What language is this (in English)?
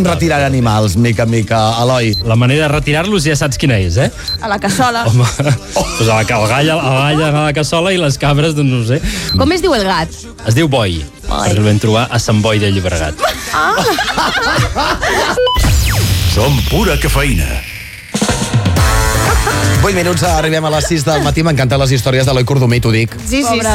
Catalan